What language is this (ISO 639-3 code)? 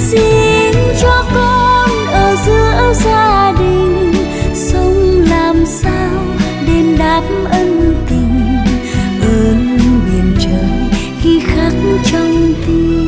vie